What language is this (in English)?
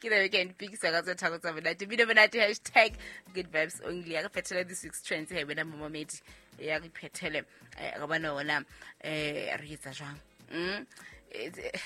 Southern Sotho